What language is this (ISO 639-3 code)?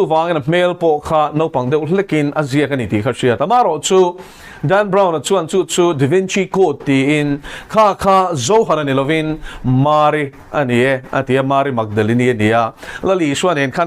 lus